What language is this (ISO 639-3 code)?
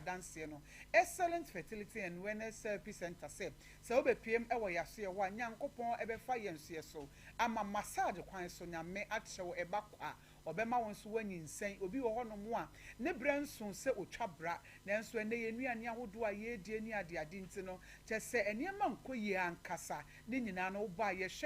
aka